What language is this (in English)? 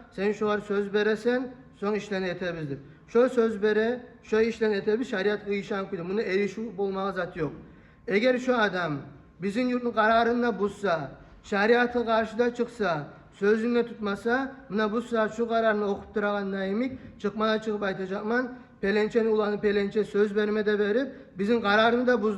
Kumyk